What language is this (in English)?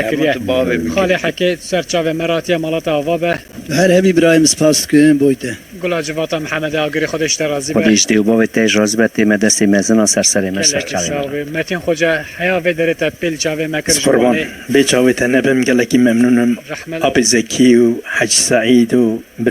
Kurdish